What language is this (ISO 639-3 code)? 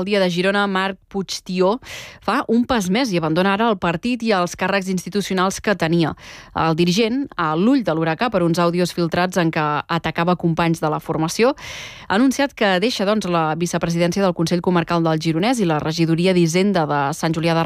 cat